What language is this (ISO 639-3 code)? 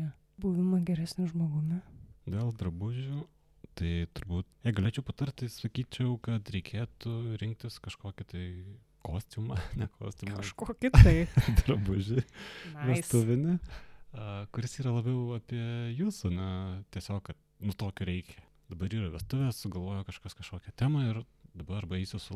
lit